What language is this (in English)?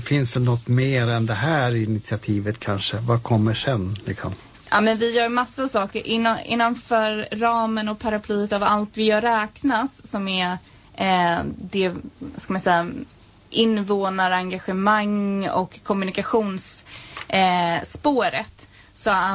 Swedish